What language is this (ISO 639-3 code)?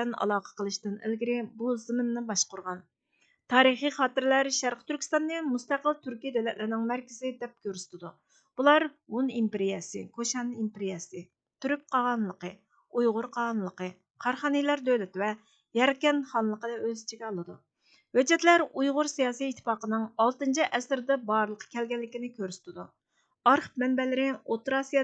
uig